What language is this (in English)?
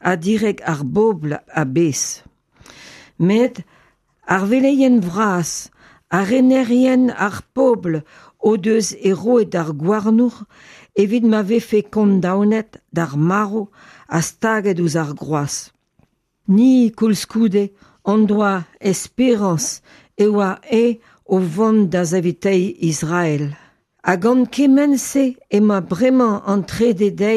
Breton